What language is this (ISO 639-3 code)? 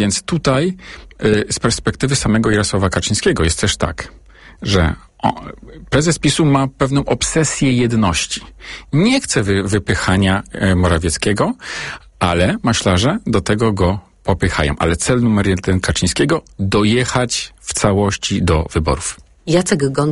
pol